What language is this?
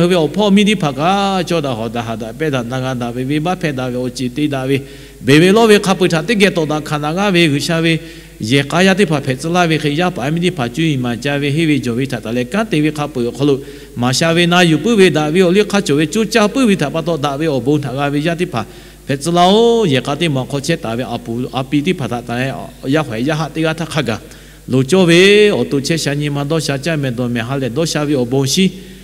Lahu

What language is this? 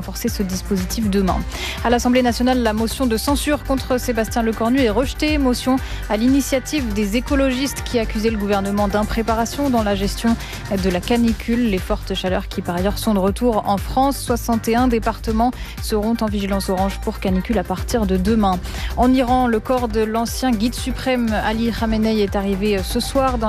French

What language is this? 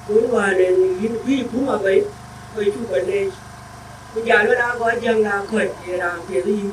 Dinka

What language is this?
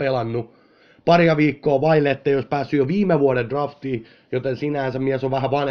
Finnish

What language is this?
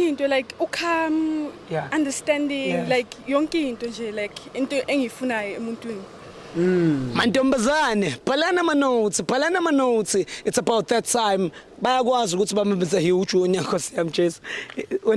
Zulu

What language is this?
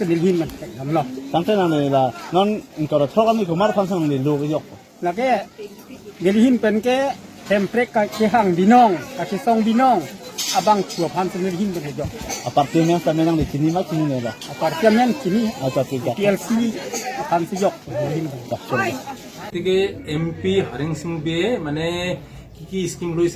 Karbi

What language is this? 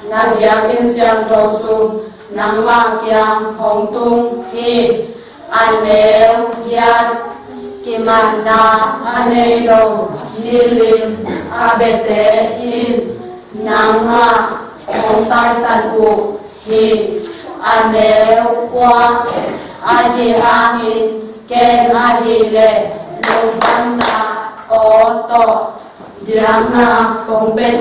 Tedim Chin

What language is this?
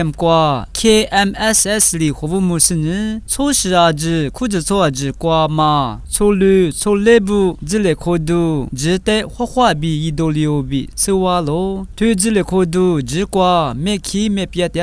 Lisu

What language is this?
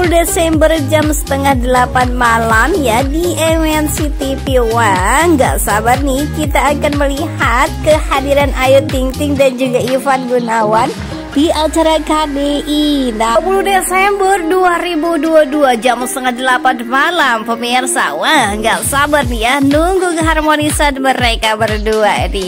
Indonesian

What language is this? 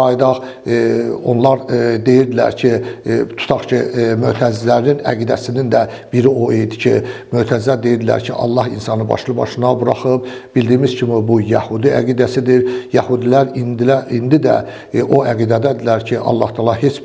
Azerbaijani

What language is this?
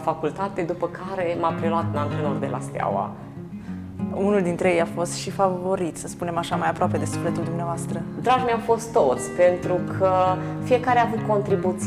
Romanian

